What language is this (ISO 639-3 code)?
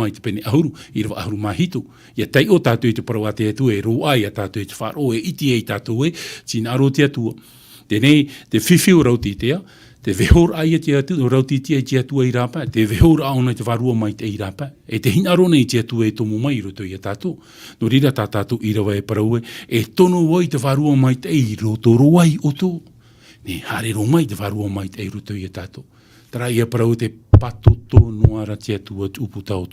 tah